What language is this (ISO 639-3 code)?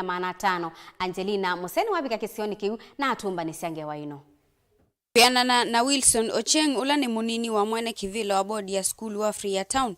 kam